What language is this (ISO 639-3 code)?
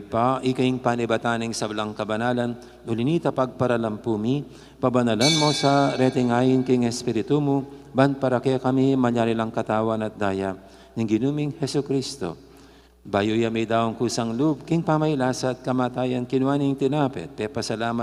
pam